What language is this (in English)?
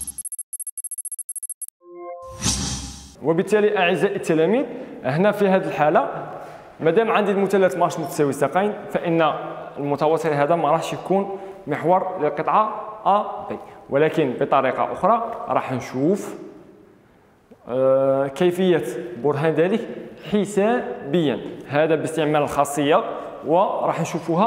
Algerian Arabic